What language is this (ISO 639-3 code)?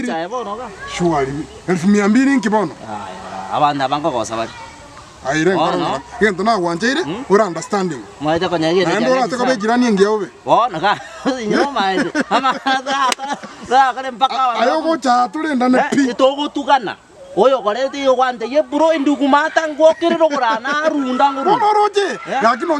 guz